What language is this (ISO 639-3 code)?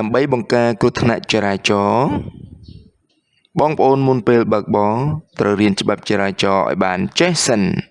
khm